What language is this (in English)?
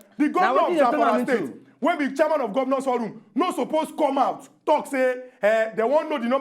Nigerian Pidgin